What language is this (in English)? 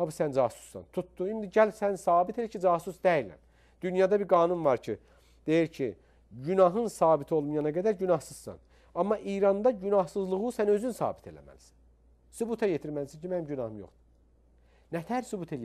Azerbaijani